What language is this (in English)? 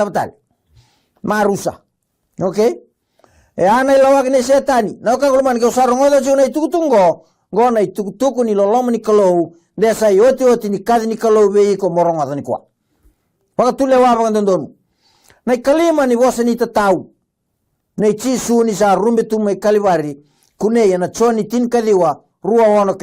Fijian